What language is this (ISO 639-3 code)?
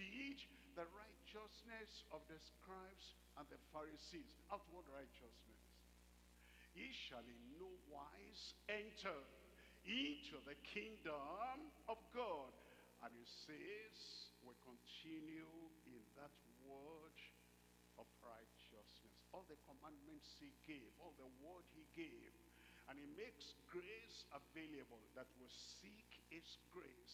eng